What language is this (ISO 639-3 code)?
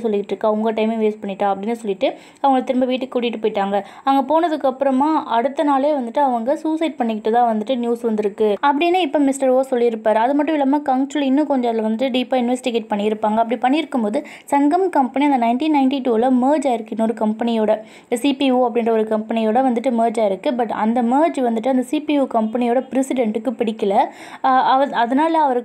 tam